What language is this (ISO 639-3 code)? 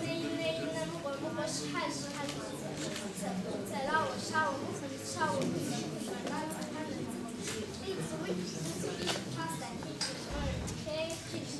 kbd